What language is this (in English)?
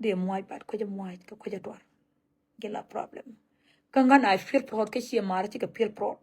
Nuer